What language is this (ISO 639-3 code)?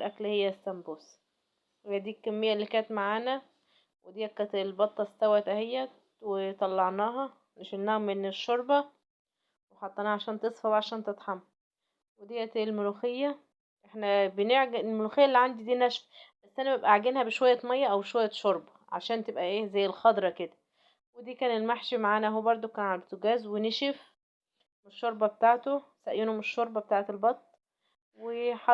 arz